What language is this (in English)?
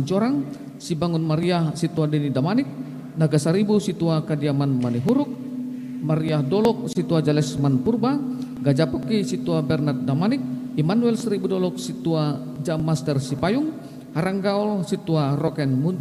Batak Simalungun